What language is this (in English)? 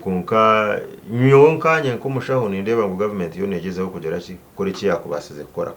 Nyankole